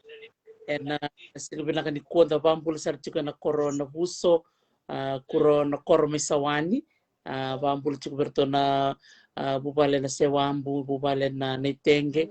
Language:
Fijian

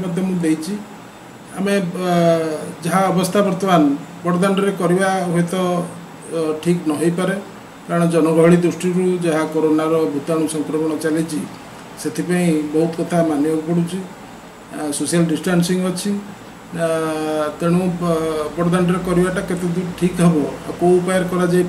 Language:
Odia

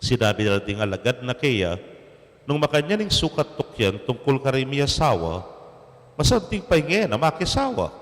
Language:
Pampanga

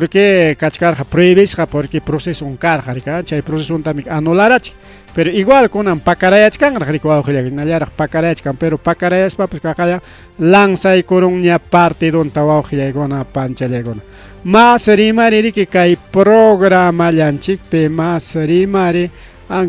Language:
Ayacucho Quechua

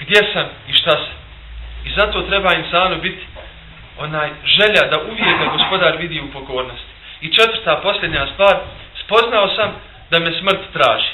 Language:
Bosnian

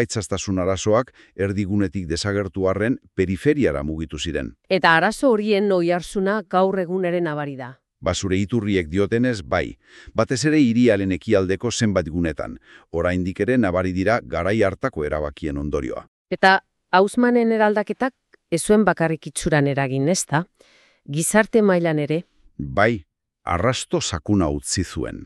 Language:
Basque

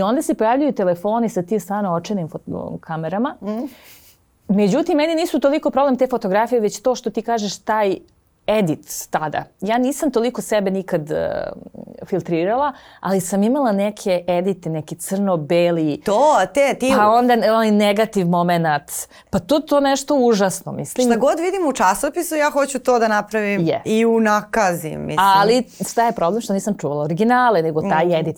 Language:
Serbian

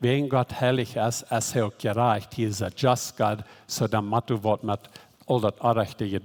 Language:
Plautdietsch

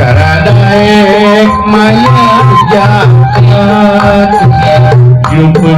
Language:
Sundanese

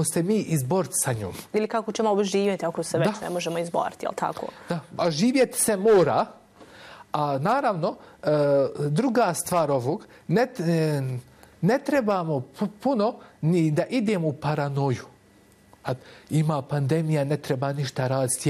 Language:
Bosnian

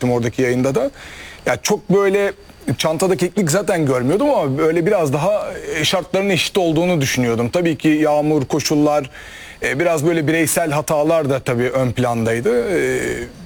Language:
Turkish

